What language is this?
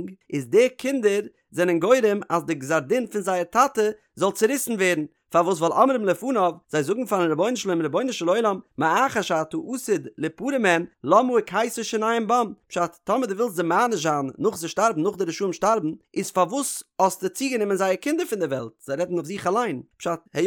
Yiddish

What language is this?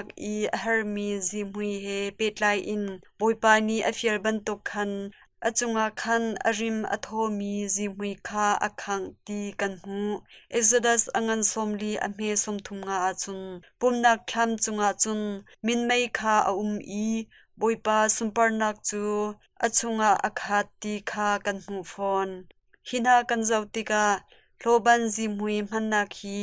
Hakha Chin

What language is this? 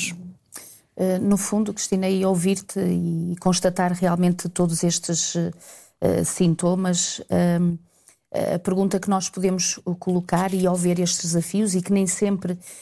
Portuguese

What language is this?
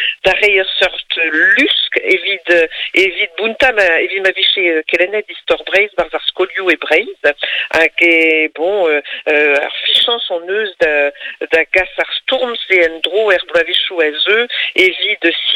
Breton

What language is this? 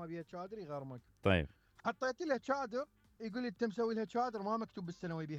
Mesopotamian Arabic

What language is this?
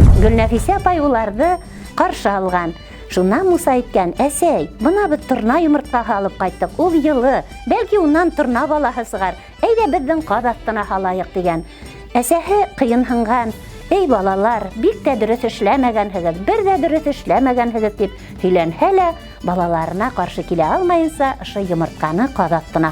Bashkir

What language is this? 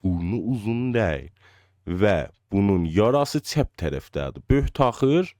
South Azerbaijani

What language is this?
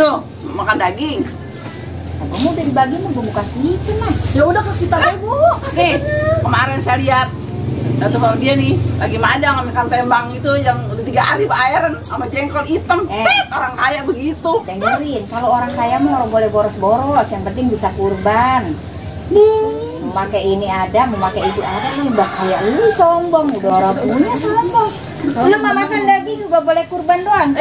Betawi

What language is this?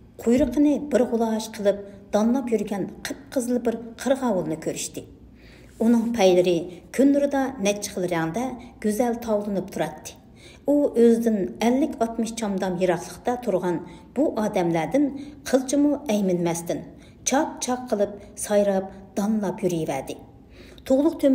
Uyghur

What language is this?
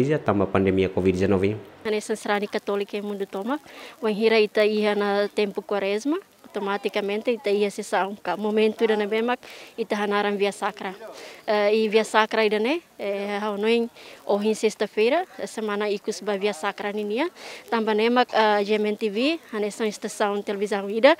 Tetum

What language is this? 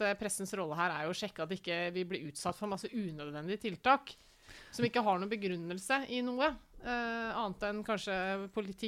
Norwegian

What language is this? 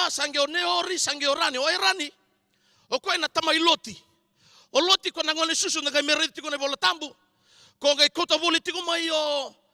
Fijian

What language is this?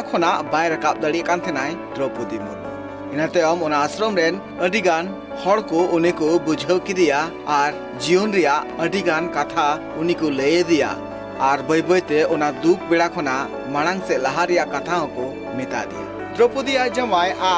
Santali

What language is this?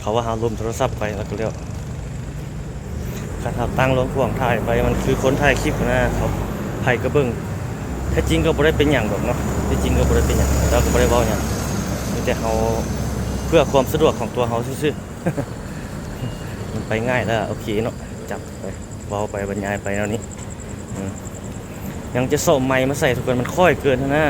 Lao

